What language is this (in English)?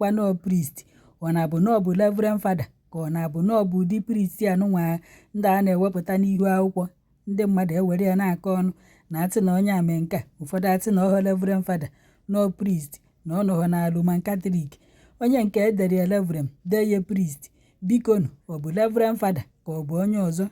Igbo